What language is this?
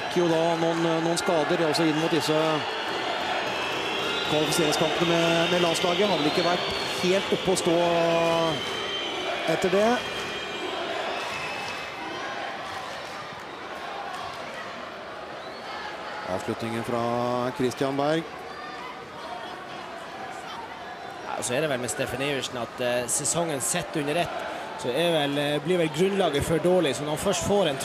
Norwegian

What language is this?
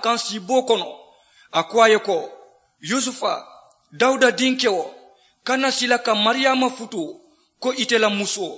Mandingo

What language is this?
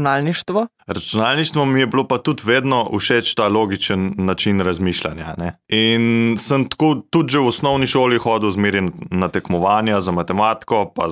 Slovenian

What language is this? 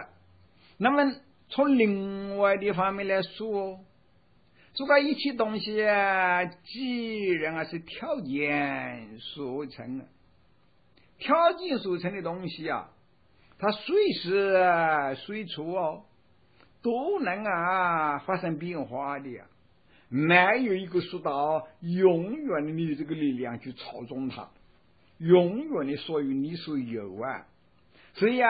Chinese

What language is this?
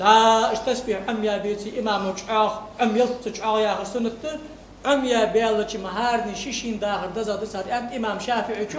Ingush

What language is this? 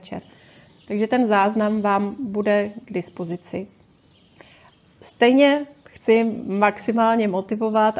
Czech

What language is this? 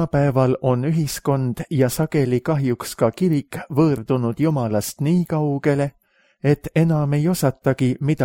Estonian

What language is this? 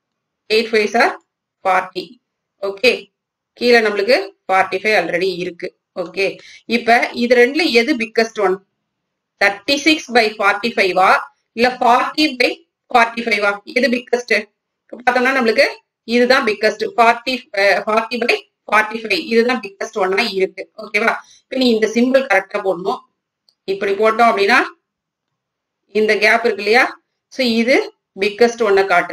Tamil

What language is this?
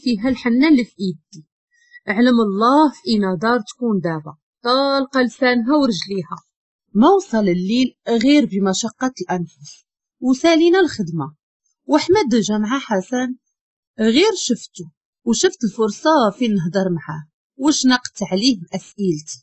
Moroccan Arabic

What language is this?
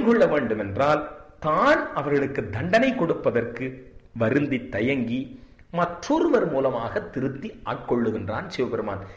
Tamil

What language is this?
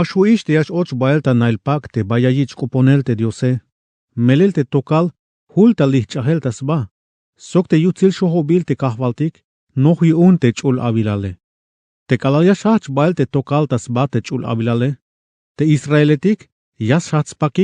Tzeltal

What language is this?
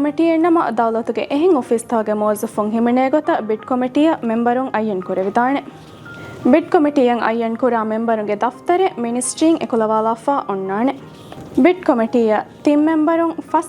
Divehi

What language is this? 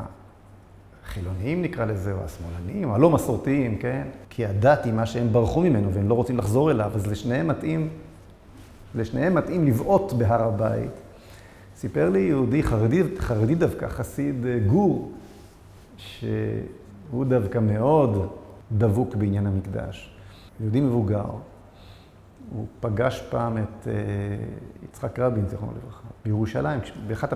Hebrew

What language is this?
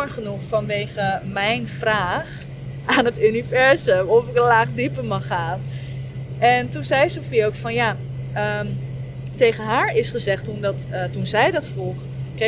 Dutch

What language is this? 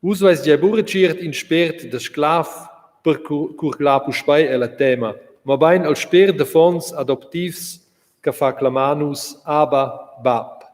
Romansh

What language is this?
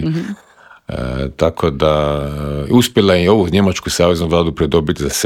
Croatian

